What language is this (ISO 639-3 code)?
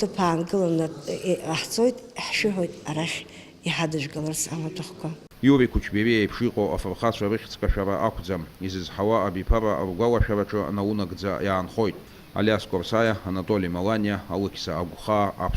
abk